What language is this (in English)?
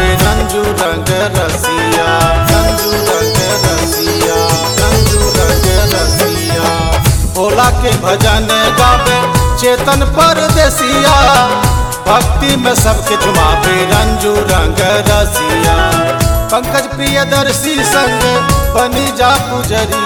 Bhojpuri